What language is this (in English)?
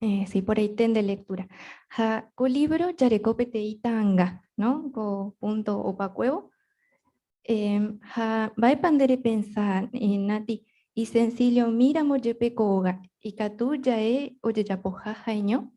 Guarani